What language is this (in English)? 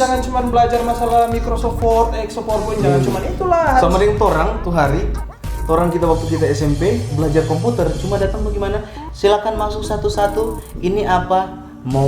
Manado Malay